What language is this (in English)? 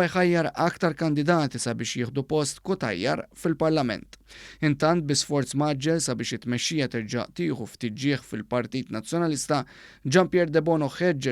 Maltese